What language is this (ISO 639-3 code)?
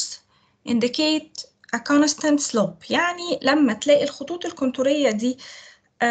arz